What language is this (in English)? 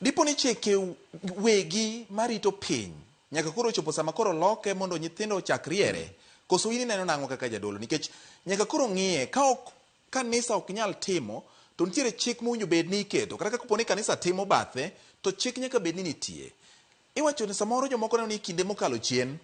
Luo (Kenya and Tanzania)